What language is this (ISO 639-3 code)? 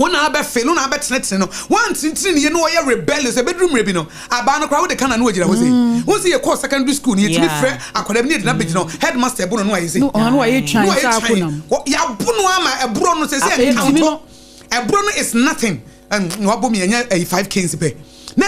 aka